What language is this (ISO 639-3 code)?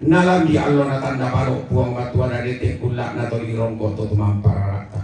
sda